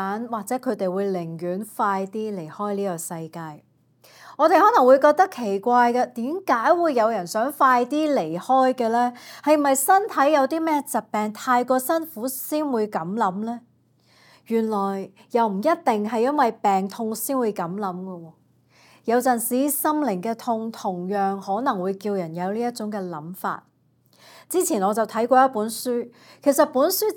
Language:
Cantonese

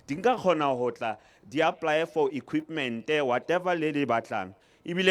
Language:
Southern Sotho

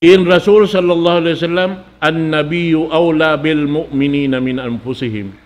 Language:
Tausug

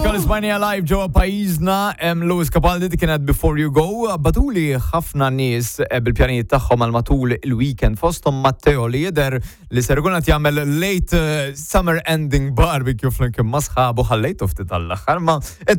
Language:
Maltese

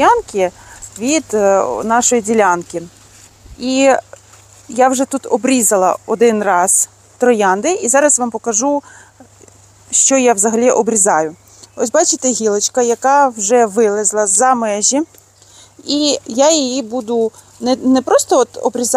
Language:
Ukrainian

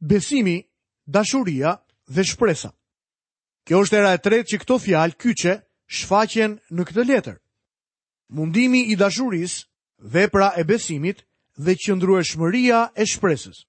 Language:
Albanian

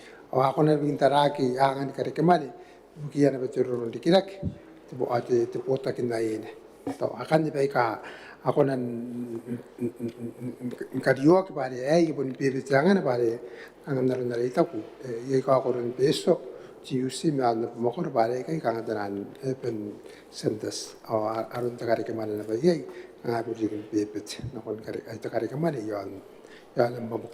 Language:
Gilbertese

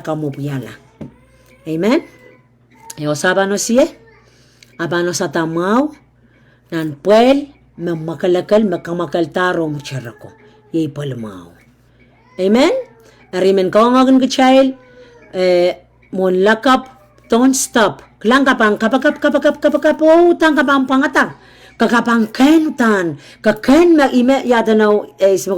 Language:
Pohnpeian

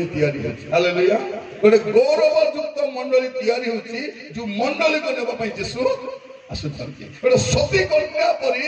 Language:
Odia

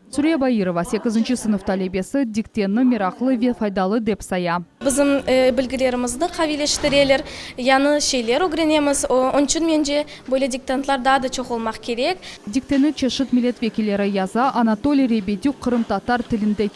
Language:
Crimean Tatar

